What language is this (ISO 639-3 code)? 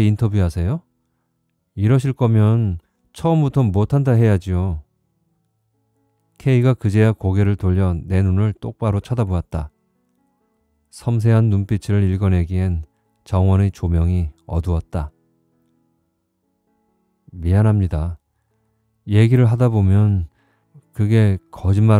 kor